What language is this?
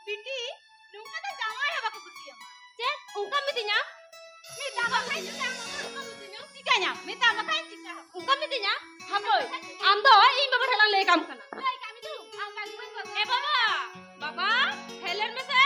Santali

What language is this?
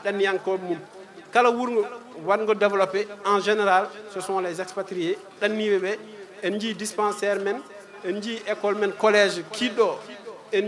Fula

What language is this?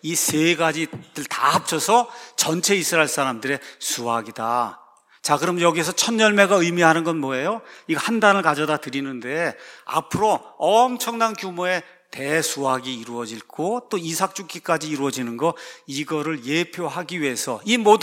Korean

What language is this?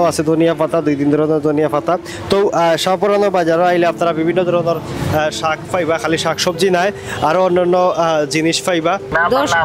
Sylheti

